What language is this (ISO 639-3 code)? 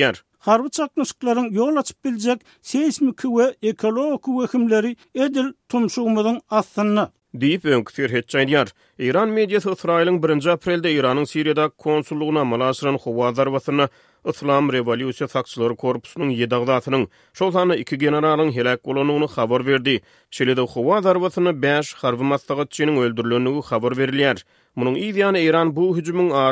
tuk